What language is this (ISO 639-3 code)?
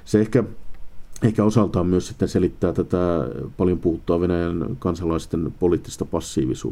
fin